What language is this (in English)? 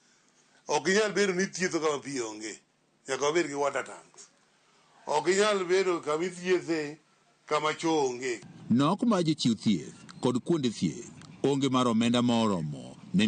Luo (Kenya and Tanzania)